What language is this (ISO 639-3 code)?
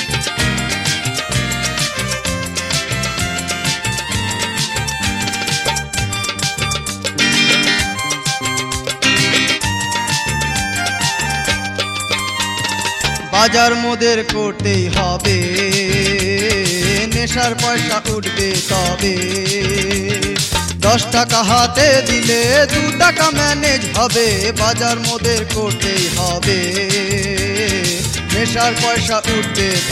ben